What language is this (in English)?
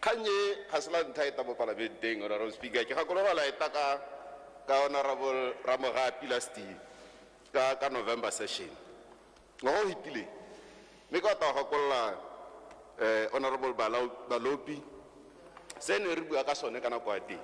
Tswana